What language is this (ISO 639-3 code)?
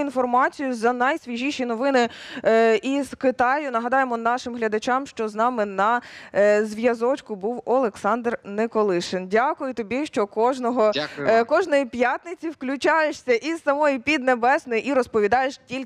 ukr